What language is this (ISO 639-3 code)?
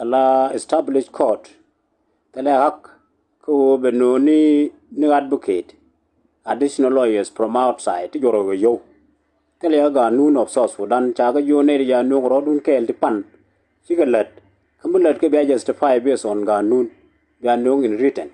nus